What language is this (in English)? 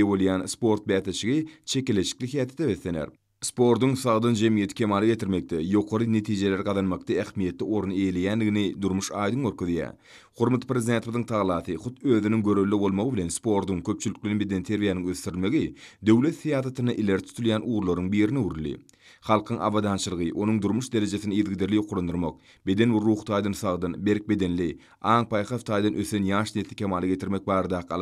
Turkmen